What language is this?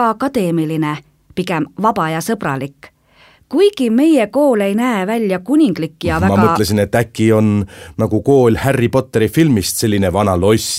Estonian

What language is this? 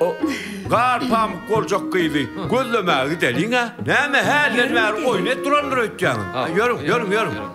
Turkmen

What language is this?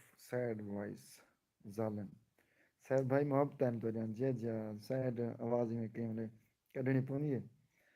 Saraiki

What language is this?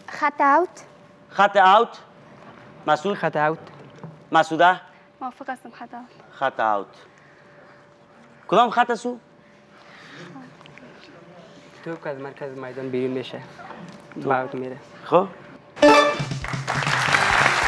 Persian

